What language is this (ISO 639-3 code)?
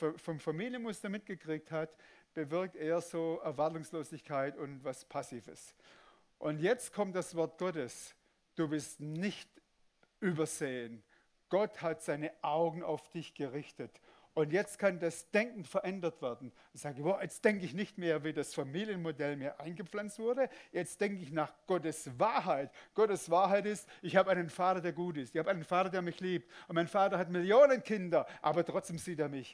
gsw